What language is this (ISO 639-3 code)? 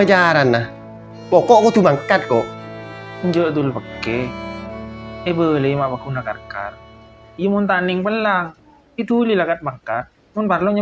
mad